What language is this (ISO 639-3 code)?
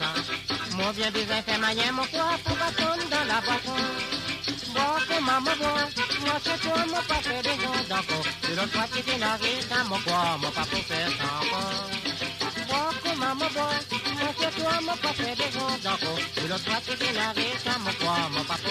mfe